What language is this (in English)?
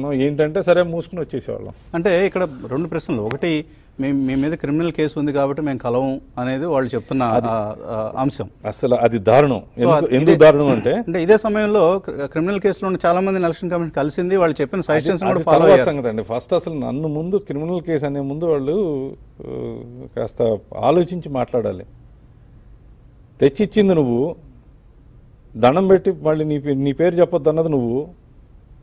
Telugu